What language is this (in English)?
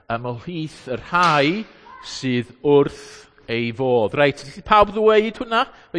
Welsh